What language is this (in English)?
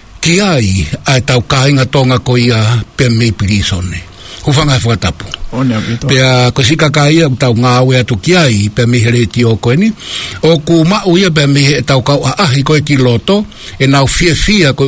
Tongan